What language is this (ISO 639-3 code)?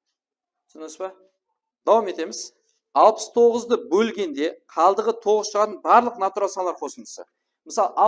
kaa